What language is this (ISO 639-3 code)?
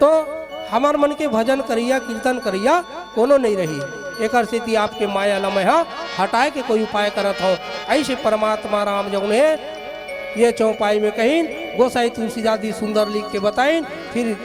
hne